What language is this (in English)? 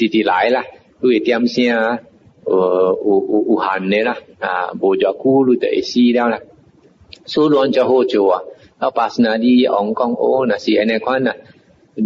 Min Nan Chinese